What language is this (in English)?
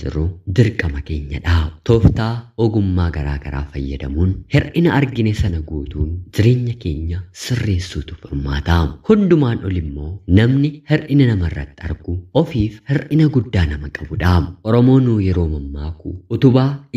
Oromo